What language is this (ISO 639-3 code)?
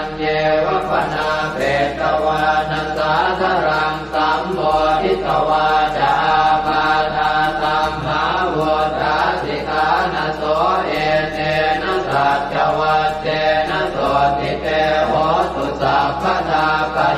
pli